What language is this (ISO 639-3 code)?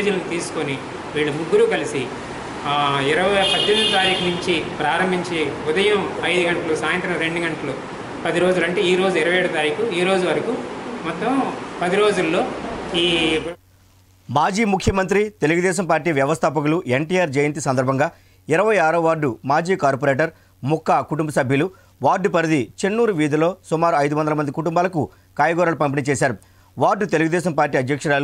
tel